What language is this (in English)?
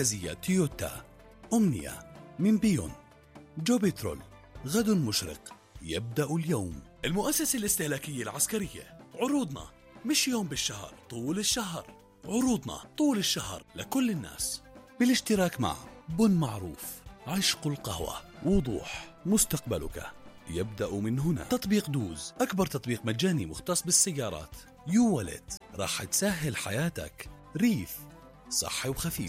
South Levantine Arabic